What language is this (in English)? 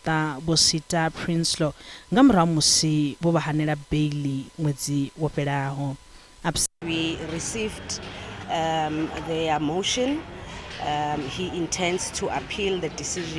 Venda